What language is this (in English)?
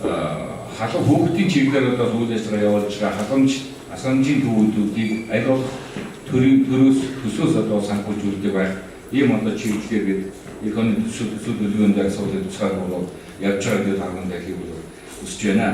Mongolian